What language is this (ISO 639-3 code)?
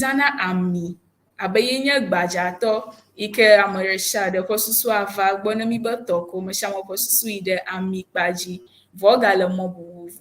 ewe